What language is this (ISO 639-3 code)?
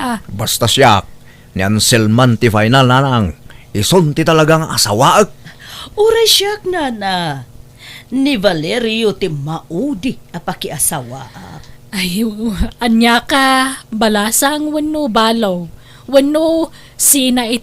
ilo